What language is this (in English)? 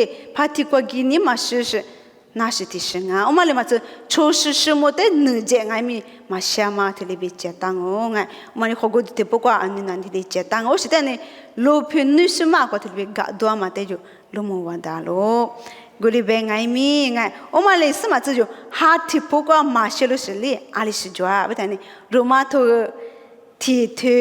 Lisu